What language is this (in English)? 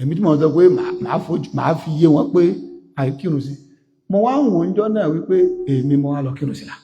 Yoruba